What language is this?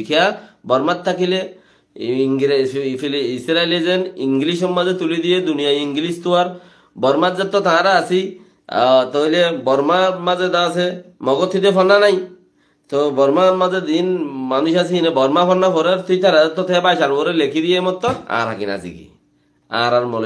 Rohingya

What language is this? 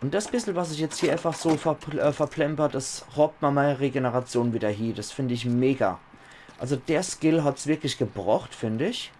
Palatine German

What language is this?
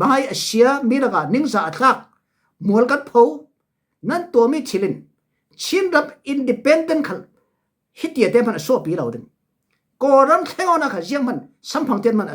Falam Chin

